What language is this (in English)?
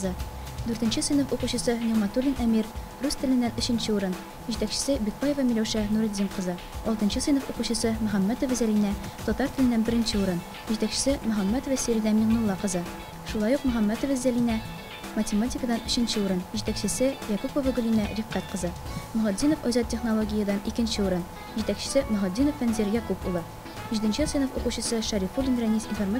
Tatar